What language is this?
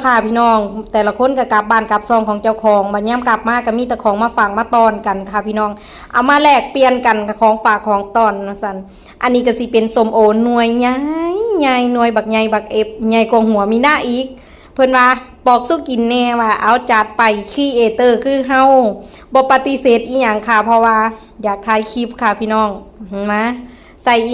Northeastern Thai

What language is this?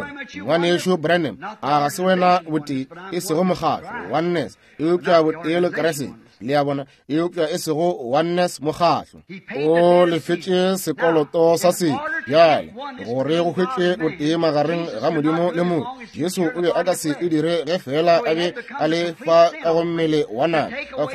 Northern Sotho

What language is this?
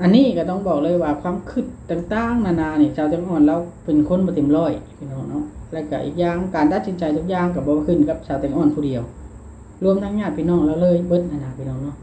Lao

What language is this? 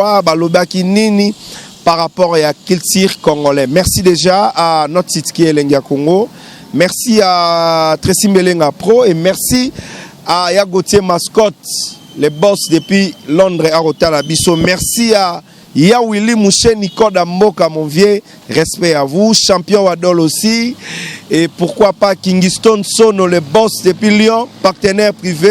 Lingala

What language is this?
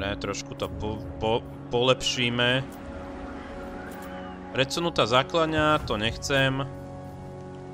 Slovak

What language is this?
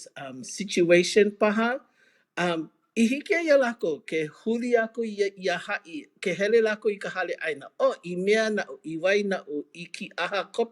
Hawaiian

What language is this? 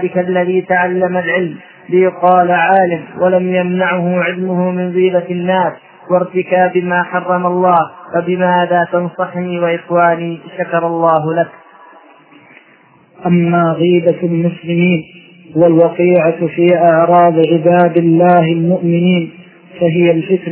Arabic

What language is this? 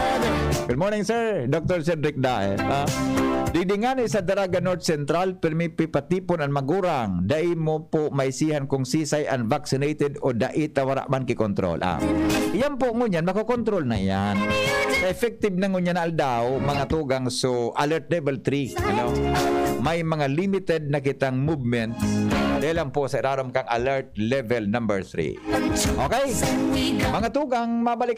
Bikol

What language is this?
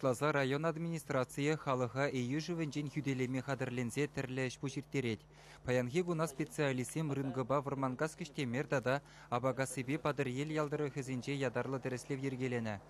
Chuvash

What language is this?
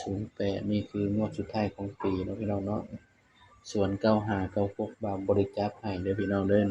Northeastern Thai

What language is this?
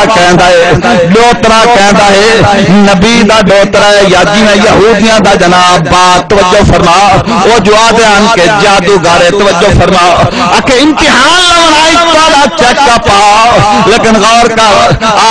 Saraiki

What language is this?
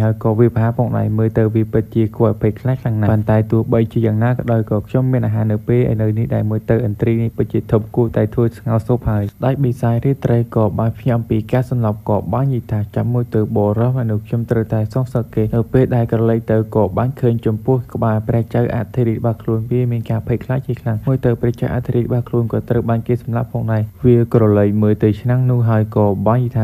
Khmer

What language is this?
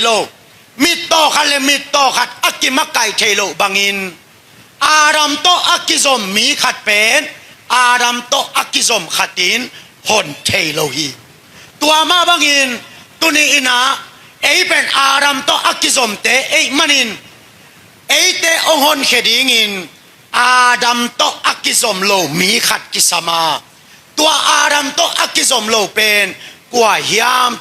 Tedim Chin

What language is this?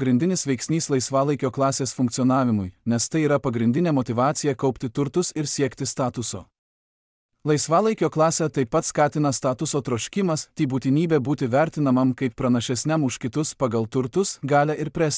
Lithuanian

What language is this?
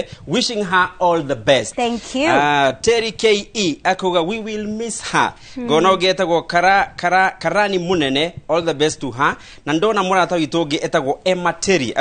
Kikuyu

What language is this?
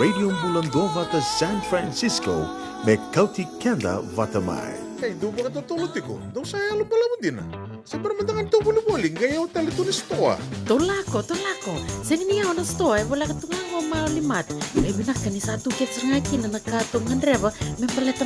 Fijian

